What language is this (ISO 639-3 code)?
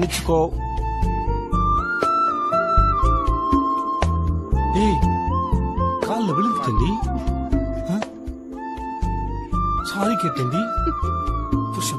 tam